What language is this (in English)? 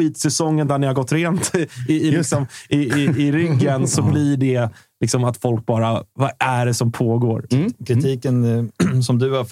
Swedish